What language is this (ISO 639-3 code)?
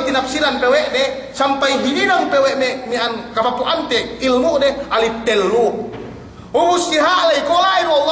yka